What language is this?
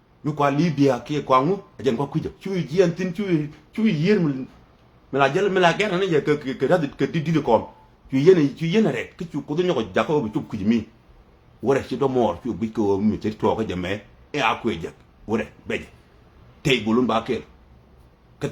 Nuer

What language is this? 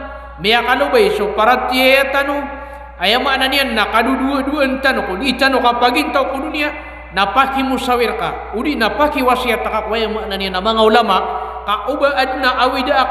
Maranao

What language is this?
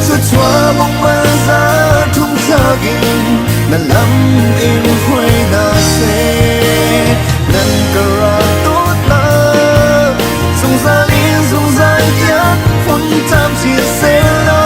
Hakha Chin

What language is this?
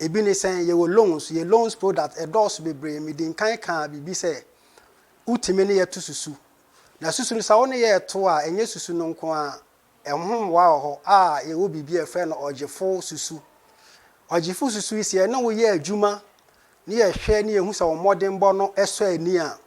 Akan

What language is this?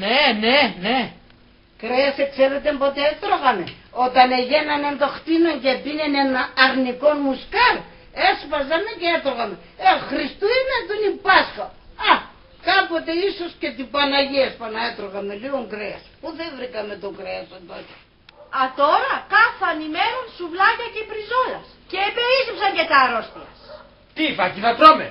Pontic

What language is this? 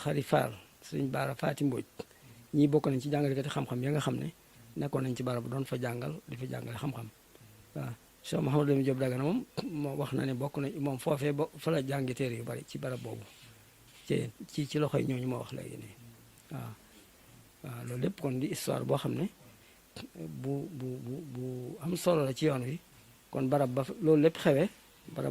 Wolof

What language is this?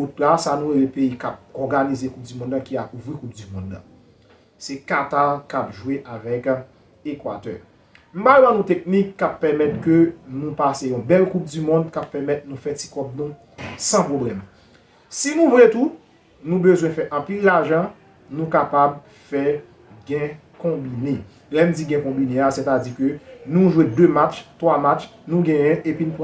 Haitian Creole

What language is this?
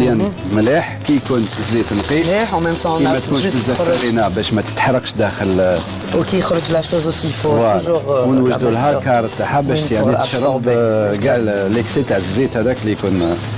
Algerian Arabic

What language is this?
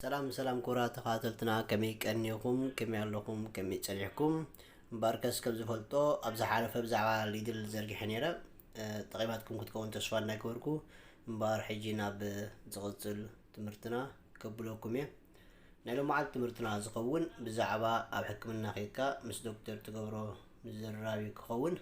Tigrinya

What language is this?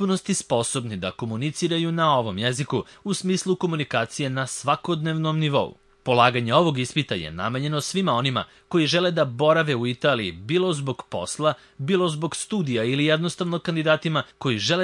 Serbian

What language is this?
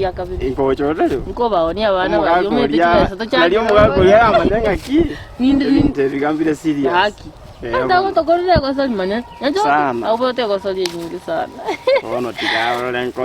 Gusii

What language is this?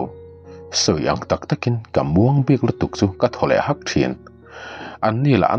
Mizo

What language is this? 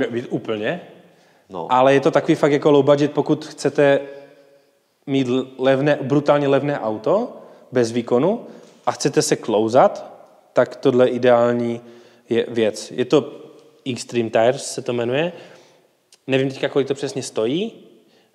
Czech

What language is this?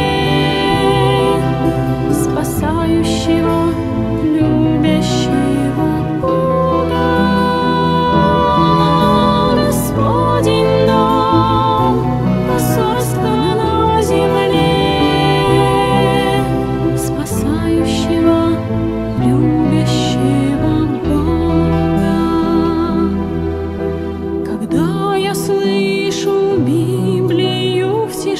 Russian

